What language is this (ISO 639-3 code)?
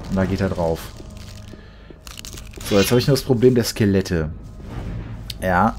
deu